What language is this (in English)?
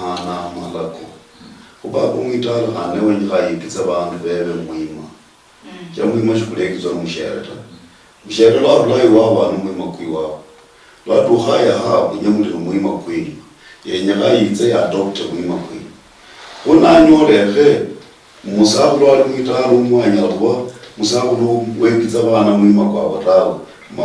Luyia